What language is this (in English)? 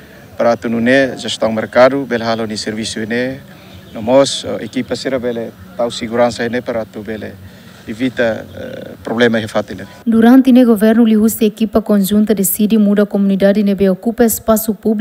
Tetum